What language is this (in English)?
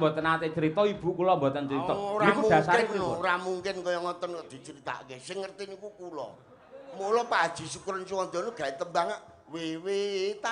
Javanese